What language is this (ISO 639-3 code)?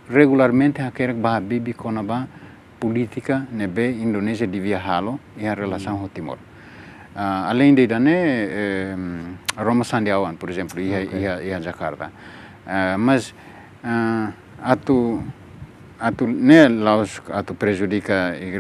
tet